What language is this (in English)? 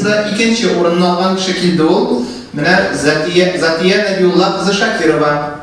Tatar